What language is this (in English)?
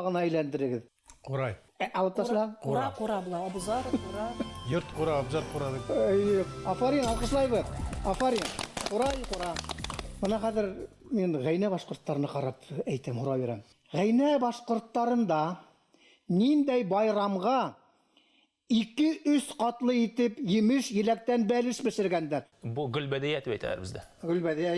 Bashkir